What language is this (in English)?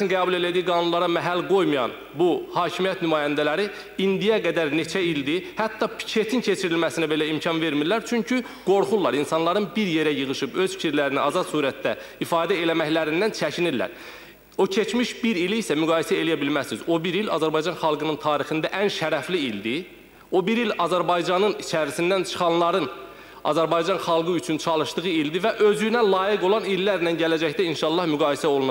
Azerbaijani